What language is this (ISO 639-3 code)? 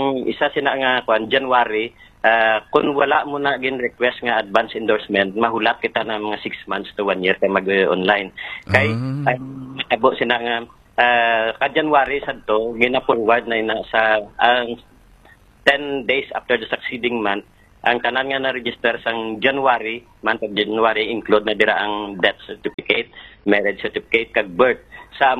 hil